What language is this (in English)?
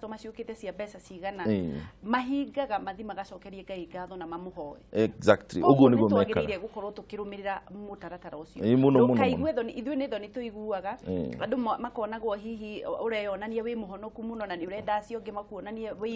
Kikuyu